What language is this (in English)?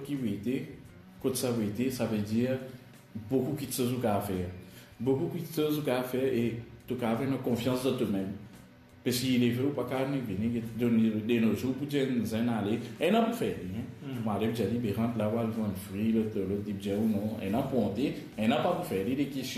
Morisyen